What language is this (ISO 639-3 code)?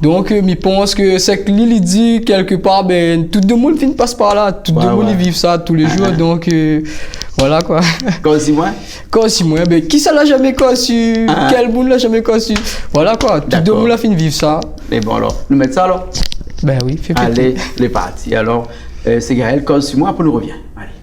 rcf